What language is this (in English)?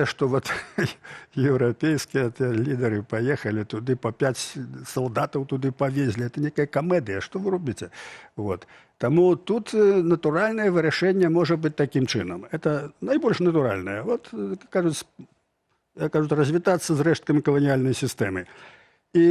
Belarusian